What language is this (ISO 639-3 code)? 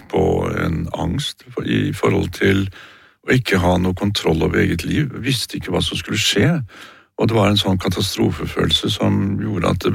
nor